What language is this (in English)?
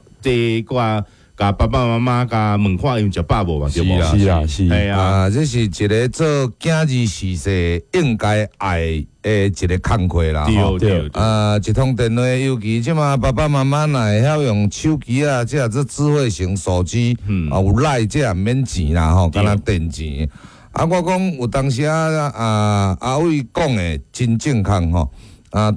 Min Nan Chinese